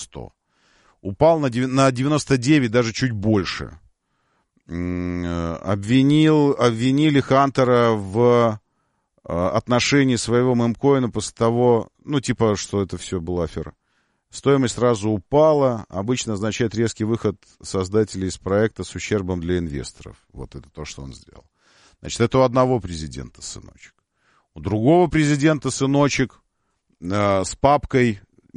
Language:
Russian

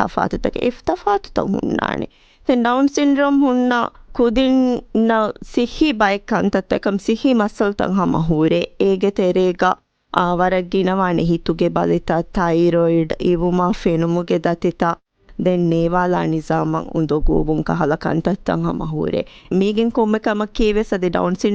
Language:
Divehi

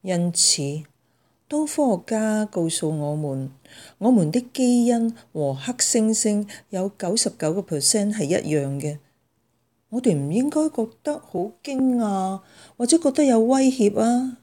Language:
Cantonese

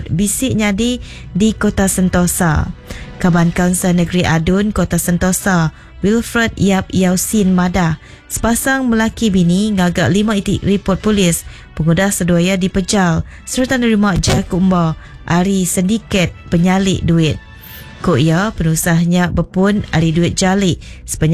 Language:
Iban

